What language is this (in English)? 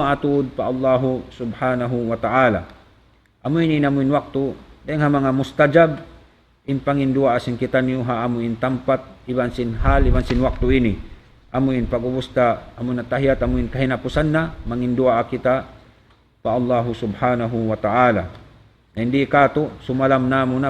Tausug